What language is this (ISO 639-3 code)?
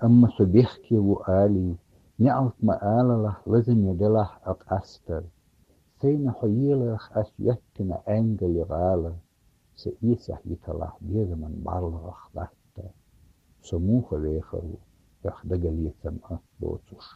che